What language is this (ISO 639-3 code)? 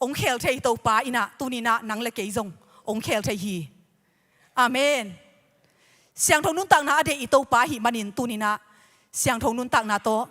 ctd